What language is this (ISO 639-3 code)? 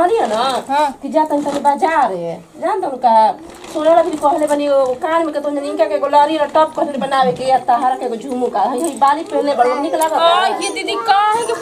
bho